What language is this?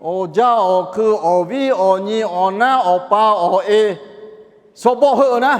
Lahu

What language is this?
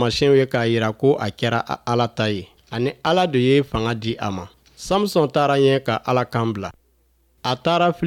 Bambara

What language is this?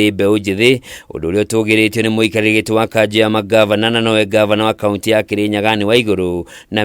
Kikuyu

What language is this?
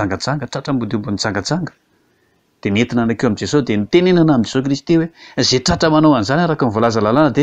Malagasy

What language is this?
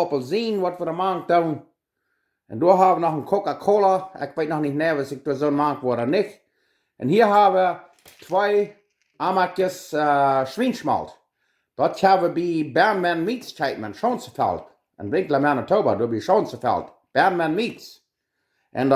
Plautdietsch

